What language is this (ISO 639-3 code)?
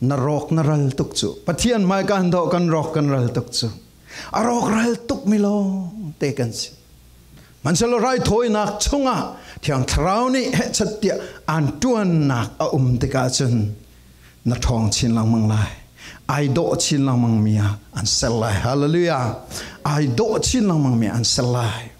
cfm